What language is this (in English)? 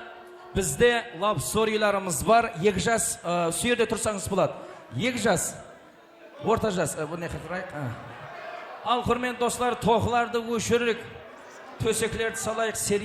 Kara-Kalpak